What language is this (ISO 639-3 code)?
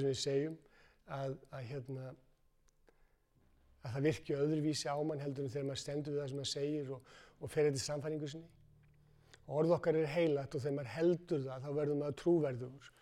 isl